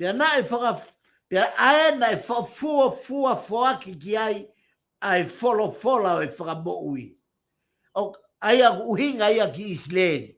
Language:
Tongan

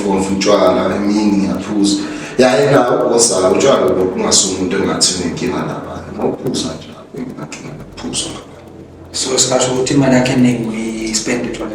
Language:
Zulu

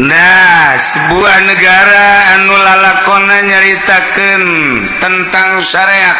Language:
Sundanese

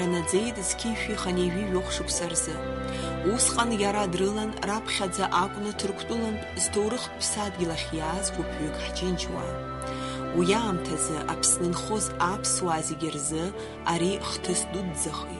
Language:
Abkhazian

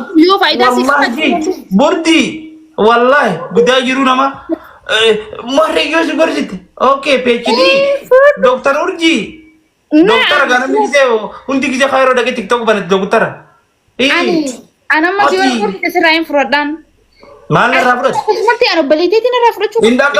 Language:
Oromo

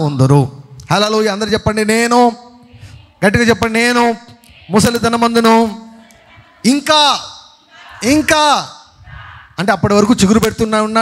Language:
Telugu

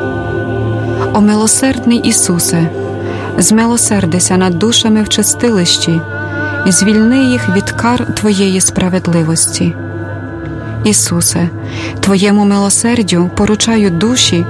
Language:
Ukrainian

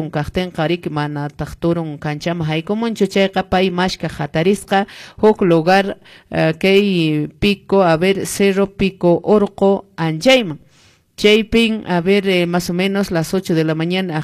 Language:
Quechua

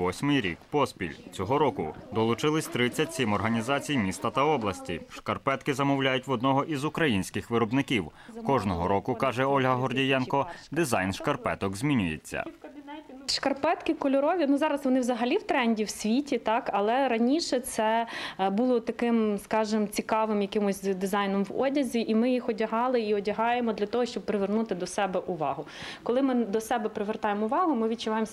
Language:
Ukrainian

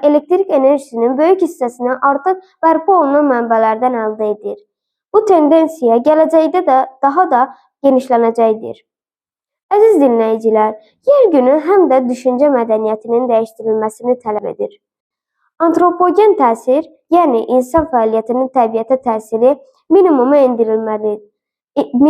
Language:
Azerbaijani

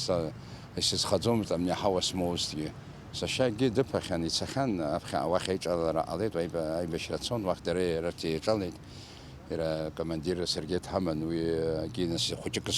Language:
Abkhazian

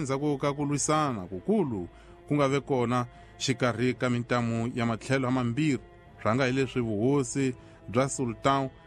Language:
Tsonga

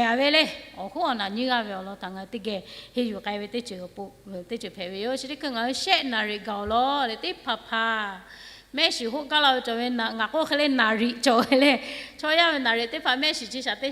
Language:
Lahu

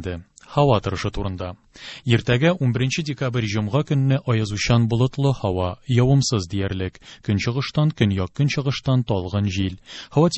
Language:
Tatar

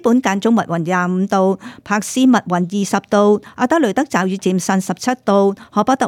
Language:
Cantonese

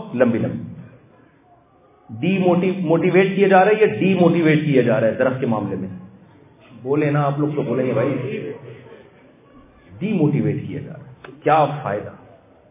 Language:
Urdu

